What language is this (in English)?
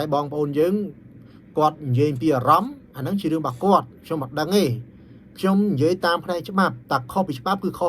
Khmer